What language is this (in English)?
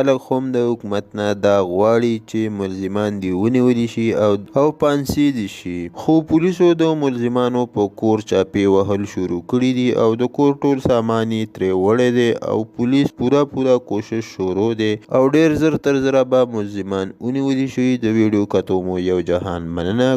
Pashto